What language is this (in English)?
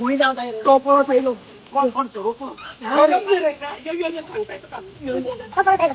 Konkani